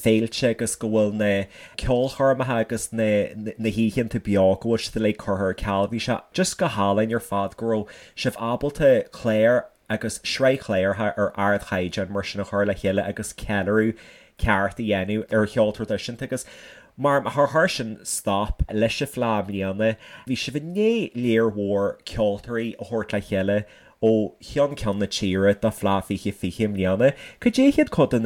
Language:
Irish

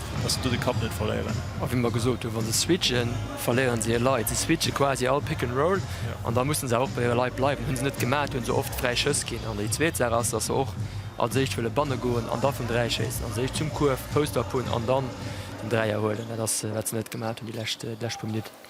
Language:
Luxembourgish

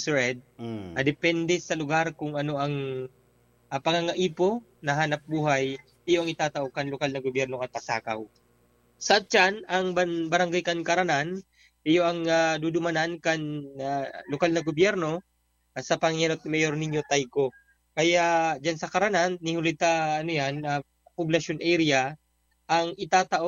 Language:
Bikol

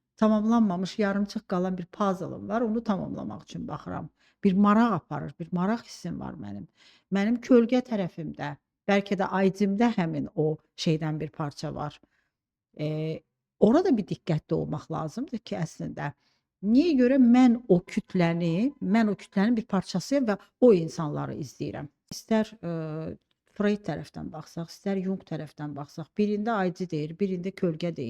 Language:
Azerbaijani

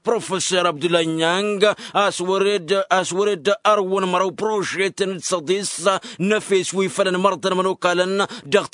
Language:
Tamasheq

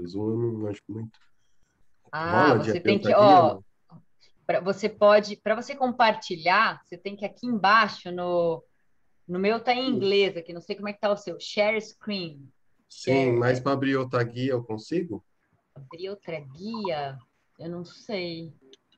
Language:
Portuguese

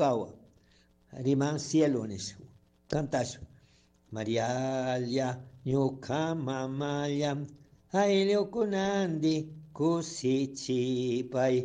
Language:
Chimborazo Highland Quichua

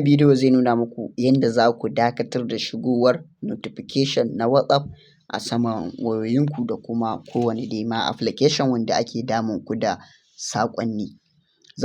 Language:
Hausa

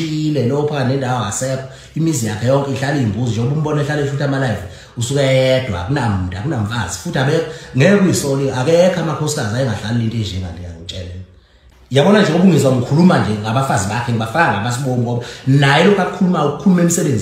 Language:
Zulu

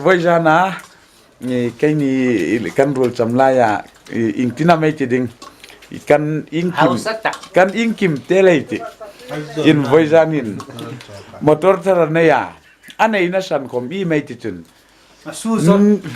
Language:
Hmar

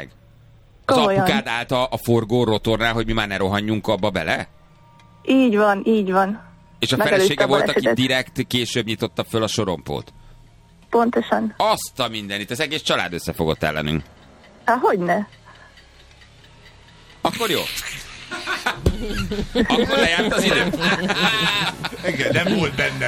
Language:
Hungarian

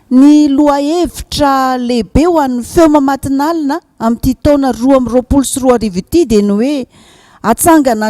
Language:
Malagasy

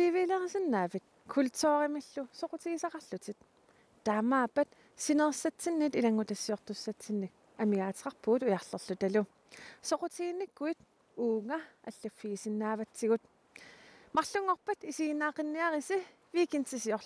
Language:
Kalaallisut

